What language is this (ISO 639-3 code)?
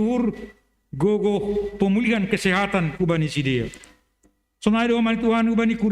bts